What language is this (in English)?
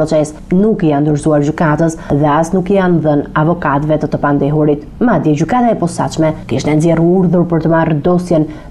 Albanian